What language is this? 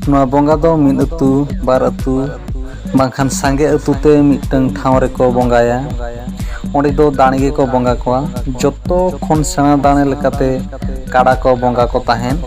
Santali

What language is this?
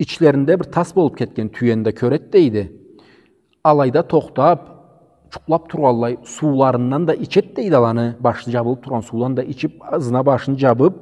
Karachay-Balkar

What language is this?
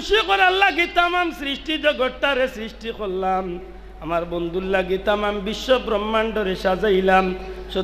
Sylheti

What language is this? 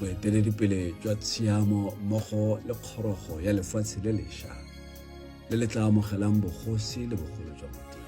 Tswana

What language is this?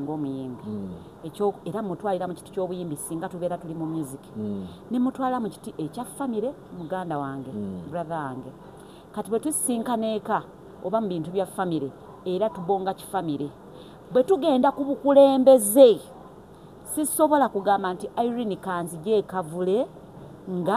Ganda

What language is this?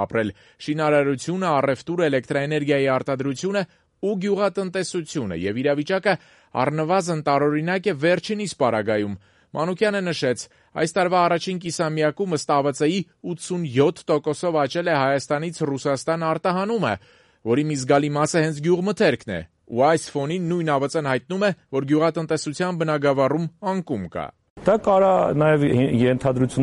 Armenian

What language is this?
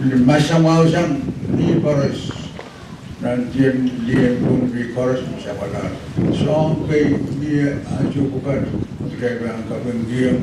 Pohnpeian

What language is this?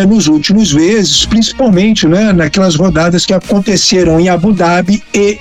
Portuguese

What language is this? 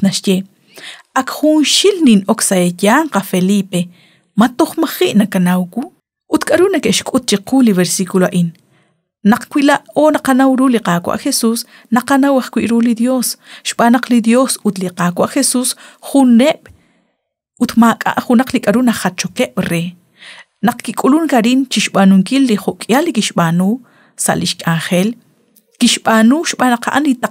Kekchí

